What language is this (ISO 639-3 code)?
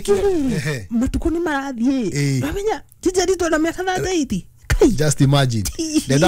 kik